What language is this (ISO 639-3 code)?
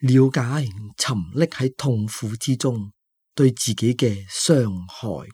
yue